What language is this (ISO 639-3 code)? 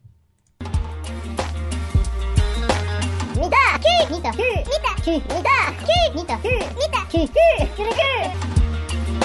eus